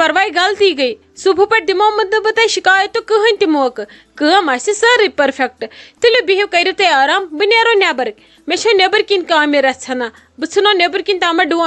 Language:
Kashmiri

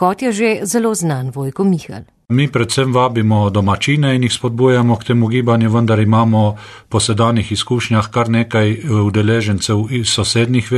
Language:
Slovenian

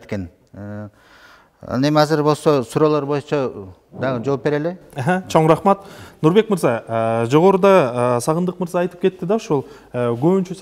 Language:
Kyrgyz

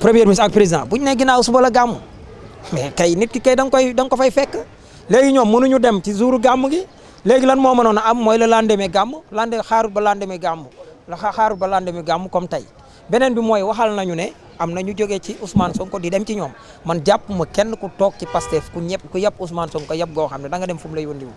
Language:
Wolof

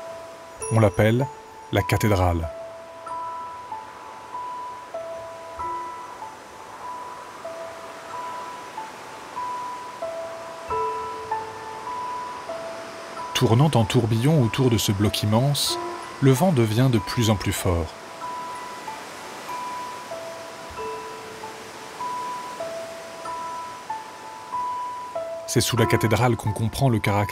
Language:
French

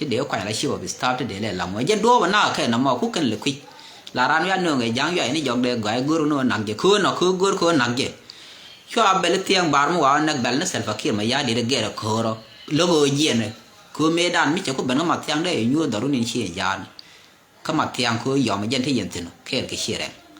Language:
Nuer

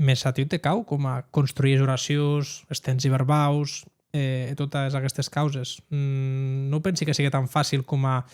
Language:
Occitan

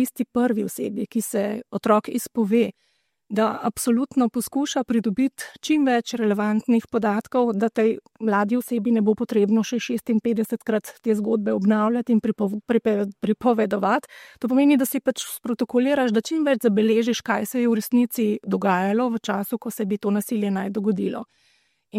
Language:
Slovenian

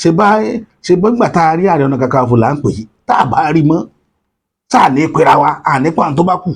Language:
Yoruba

